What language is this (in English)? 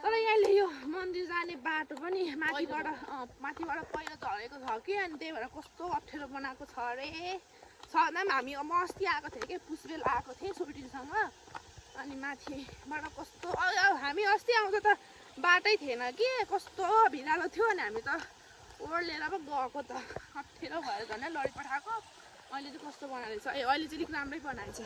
Nepali